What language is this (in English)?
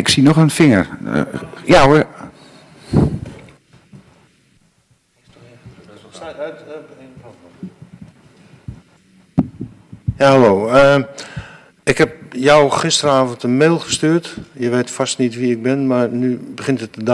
Dutch